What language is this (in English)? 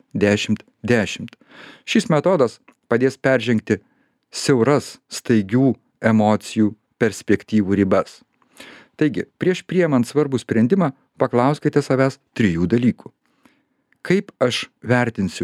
Lithuanian